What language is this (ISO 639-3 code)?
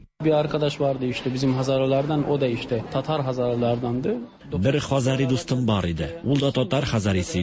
tat